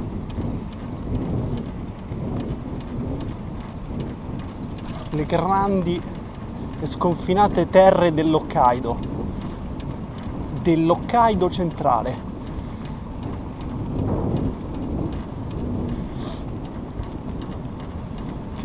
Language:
Italian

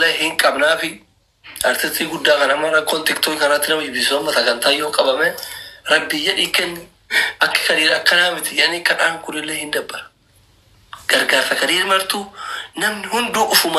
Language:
Oromo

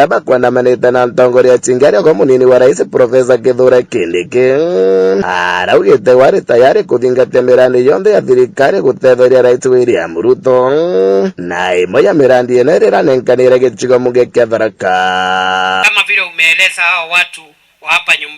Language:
Meru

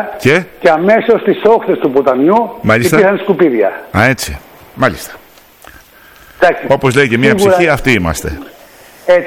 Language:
Greek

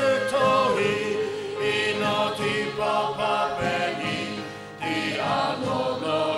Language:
Sumi Naga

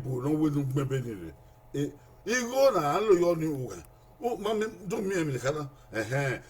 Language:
Bini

